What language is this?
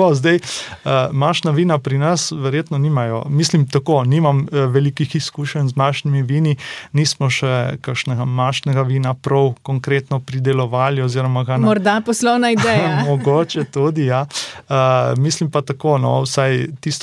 Slovenian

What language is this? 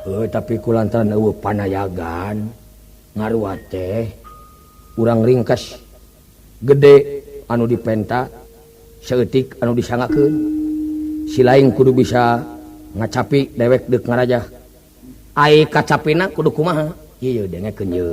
Sundanese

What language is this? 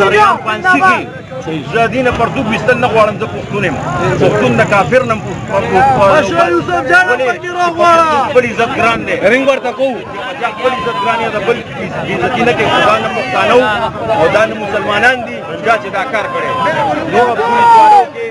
Pashto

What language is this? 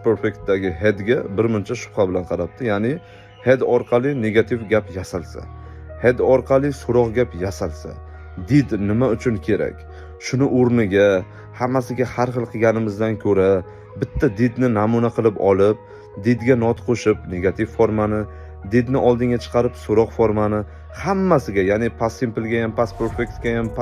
Uzbek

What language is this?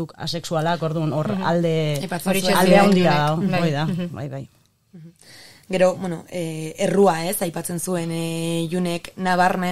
Basque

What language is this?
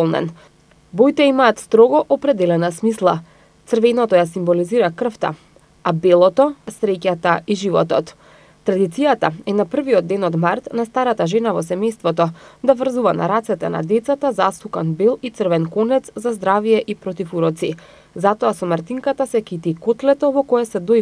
Macedonian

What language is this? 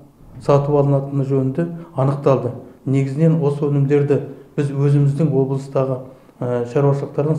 Kazakh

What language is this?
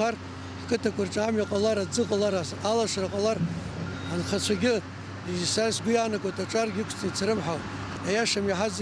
Abkhazian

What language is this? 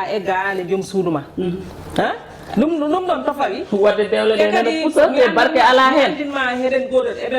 Fula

